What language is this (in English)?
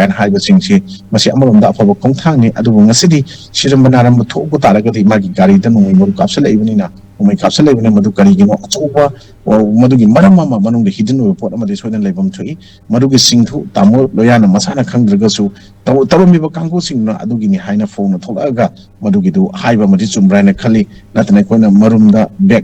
Manipuri